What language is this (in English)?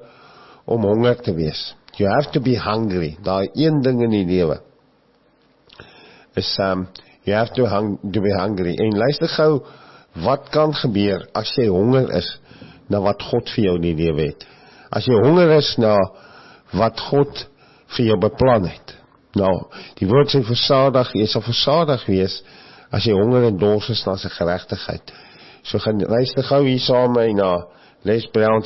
Afrikaans